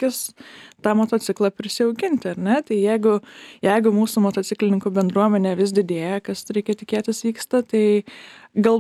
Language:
Lithuanian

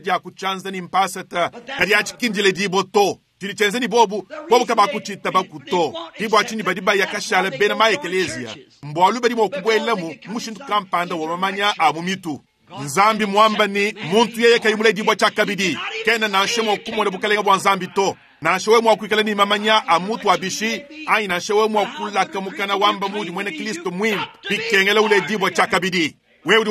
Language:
Luba-Lulua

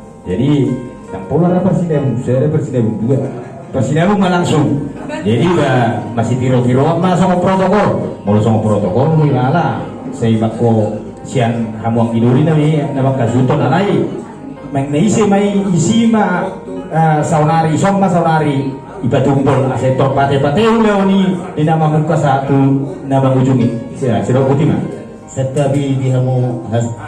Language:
Batak Toba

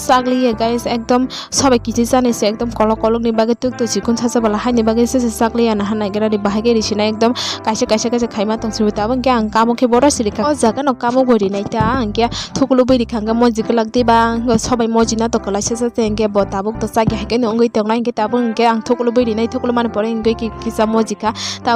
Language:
Kok Borok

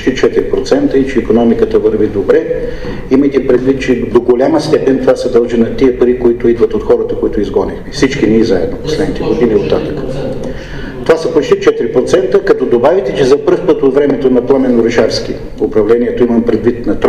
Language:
Bulgarian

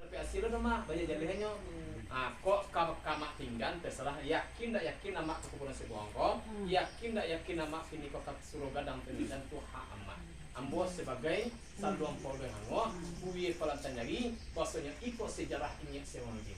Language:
Minangkabau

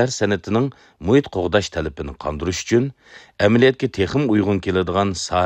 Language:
Uyghur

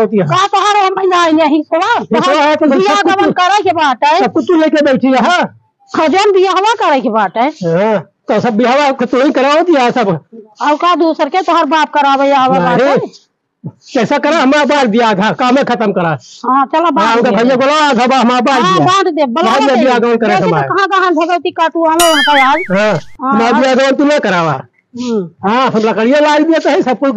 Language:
Awadhi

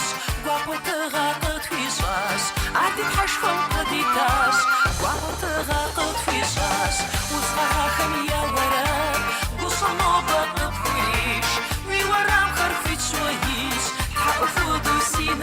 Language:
Kabardian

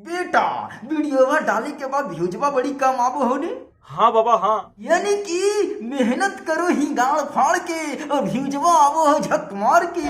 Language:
Magahi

